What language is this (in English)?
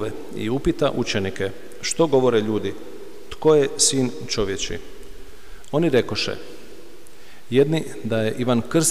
Croatian